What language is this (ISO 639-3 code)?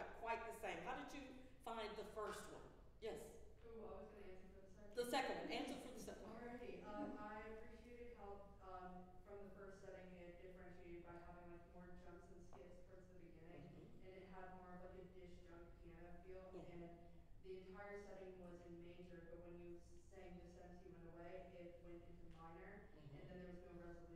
eng